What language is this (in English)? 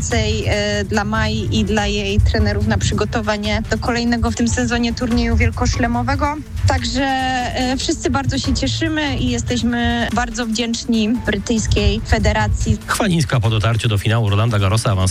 Polish